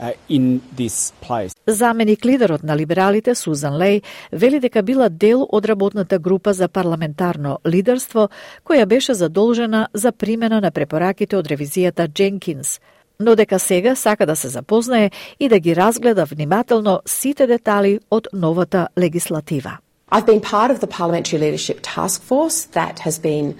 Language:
Macedonian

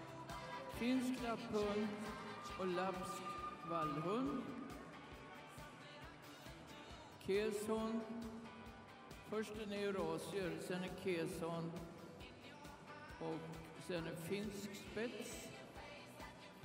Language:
Swedish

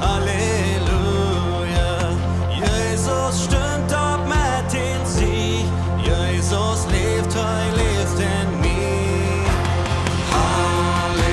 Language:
Plautdietsch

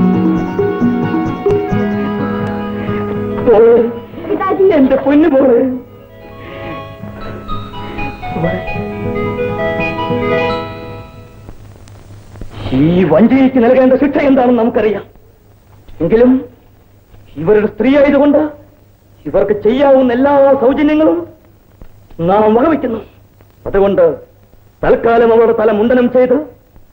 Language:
Malayalam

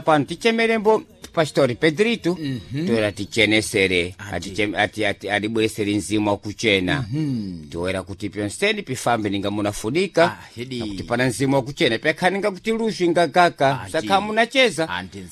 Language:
Sena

